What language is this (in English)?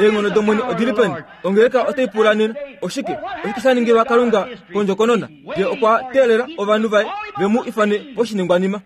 Kuanyama